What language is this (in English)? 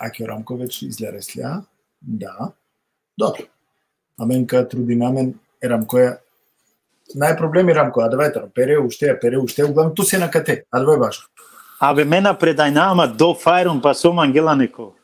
Balkan Romani